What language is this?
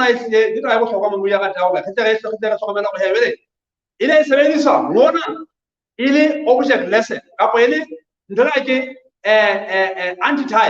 Southern Sotho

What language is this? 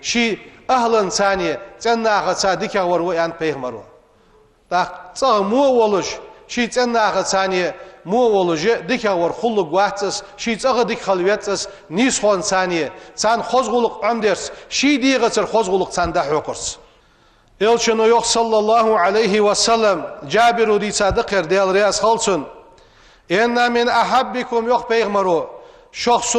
Ingush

